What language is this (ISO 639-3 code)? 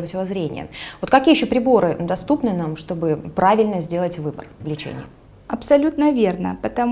rus